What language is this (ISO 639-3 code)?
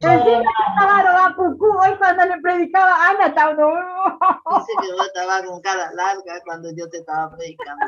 grn